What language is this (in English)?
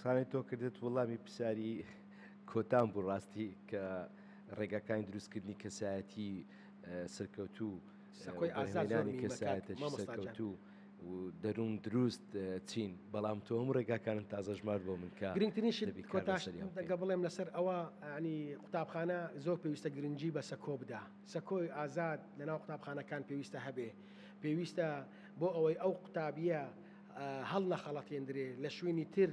Central Kurdish